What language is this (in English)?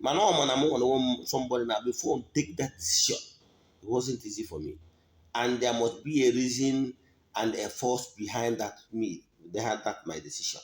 Igbo